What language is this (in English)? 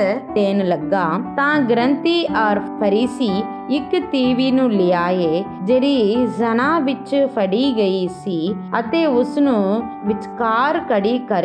Punjabi